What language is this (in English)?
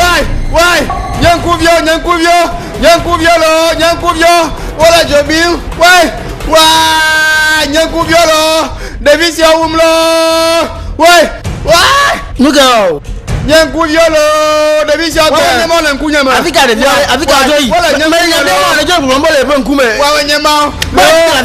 Ewe